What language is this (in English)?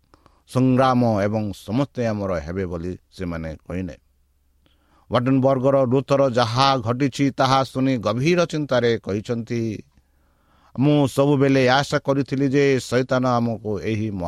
Odia